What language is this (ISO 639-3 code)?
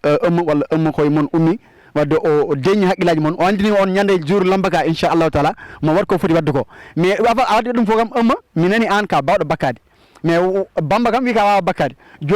ful